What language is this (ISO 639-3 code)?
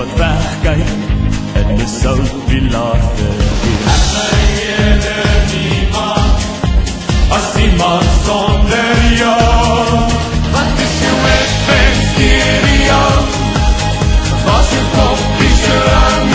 afr